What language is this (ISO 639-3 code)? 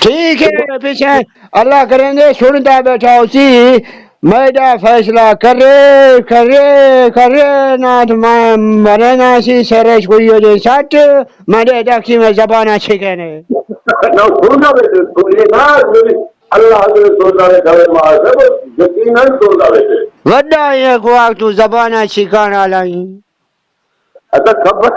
skr